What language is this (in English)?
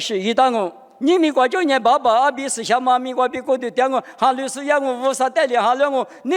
Lisu